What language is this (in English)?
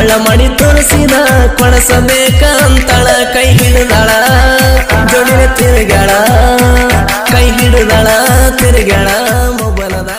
Kannada